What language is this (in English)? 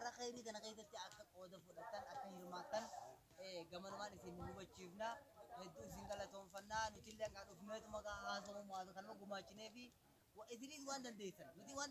Oromo